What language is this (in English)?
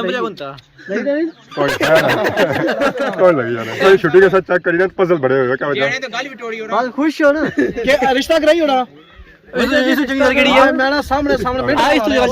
Pahari-Potwari